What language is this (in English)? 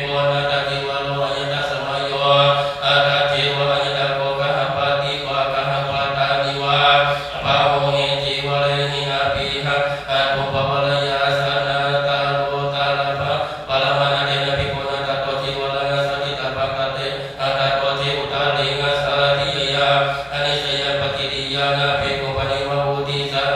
Pali